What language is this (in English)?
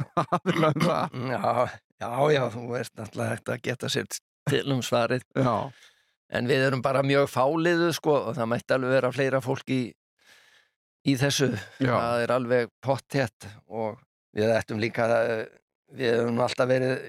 Icelandic